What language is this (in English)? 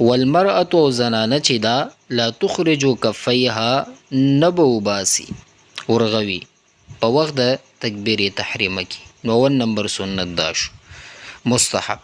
Pashto